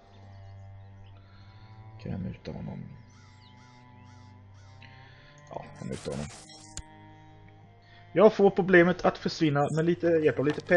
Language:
Swedish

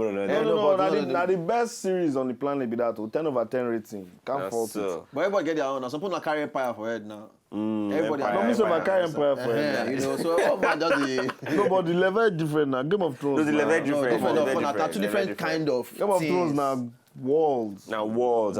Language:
Nigerian Pidgin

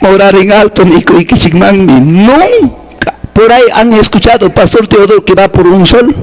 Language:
Quechua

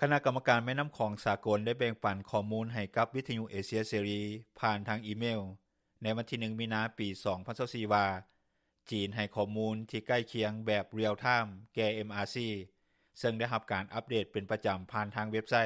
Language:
Lao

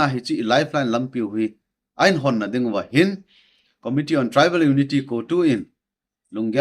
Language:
Thado Chin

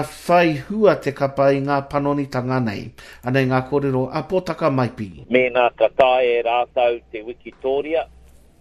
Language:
Māori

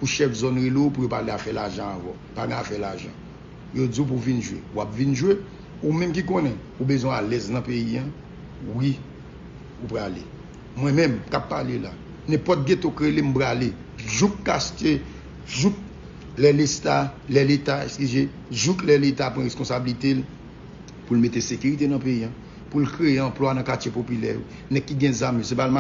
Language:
Haitian Creole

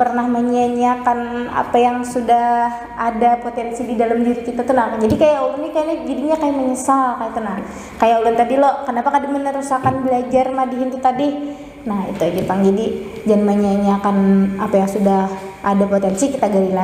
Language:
Banjar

